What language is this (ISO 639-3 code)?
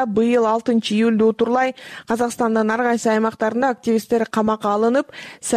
kir